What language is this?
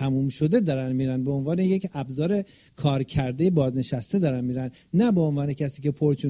Persian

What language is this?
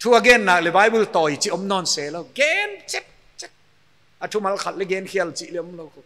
Paite Chin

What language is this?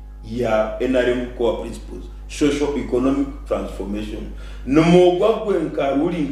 Nyankole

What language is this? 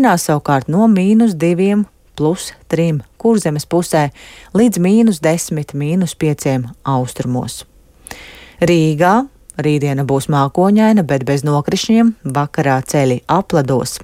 Latvian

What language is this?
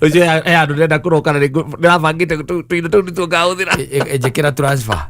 Kikuyu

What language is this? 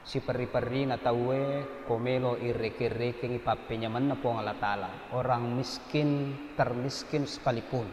Buginese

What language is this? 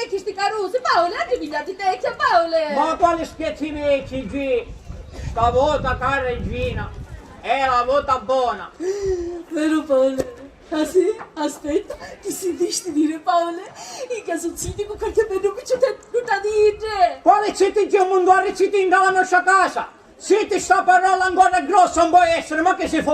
Sicilian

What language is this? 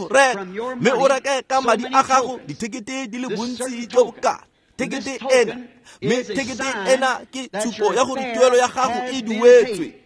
Tswana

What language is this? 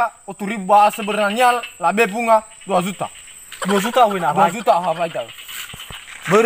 Nias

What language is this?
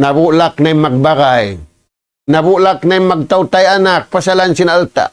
Tausug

